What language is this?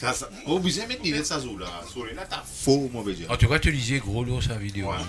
Morisyen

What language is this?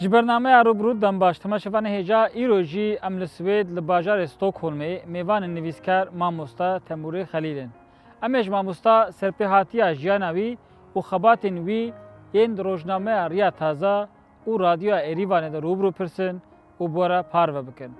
Kurdish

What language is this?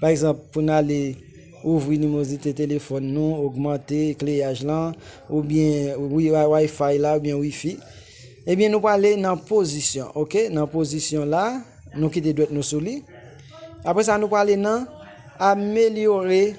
Haitian Creole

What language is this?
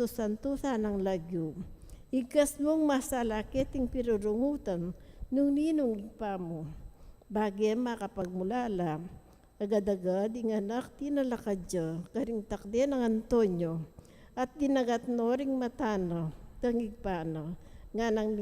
Pampanga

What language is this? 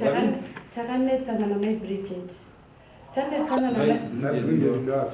Shona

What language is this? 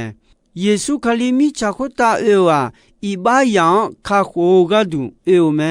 Akha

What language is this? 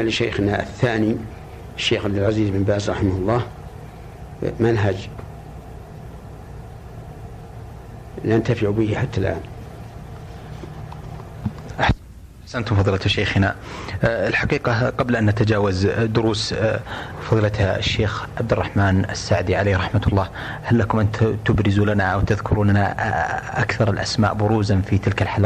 Arabic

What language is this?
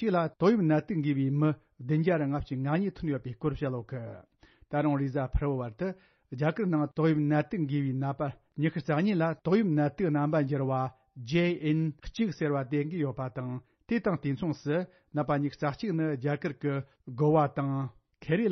Tibetan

